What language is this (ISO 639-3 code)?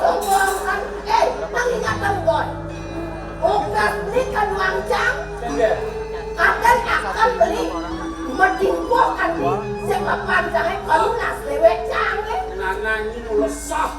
ban